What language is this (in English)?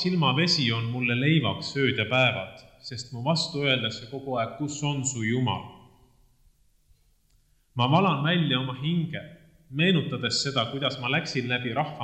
Estonian